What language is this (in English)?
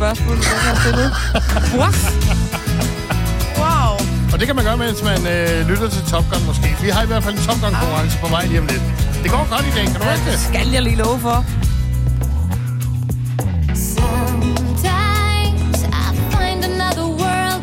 Danish